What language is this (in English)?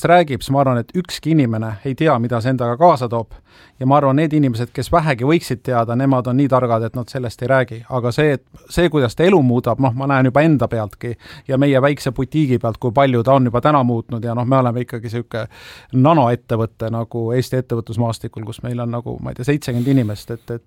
Estonian